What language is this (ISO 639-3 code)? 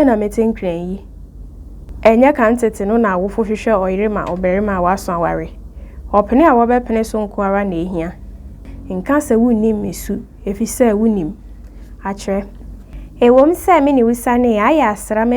aka